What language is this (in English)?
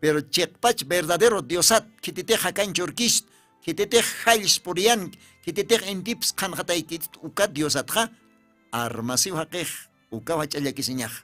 Aymara